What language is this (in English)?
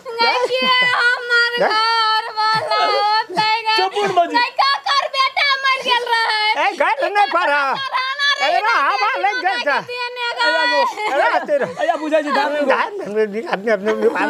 Maithili